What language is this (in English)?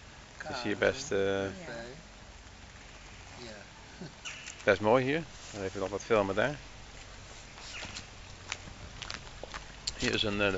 Dutch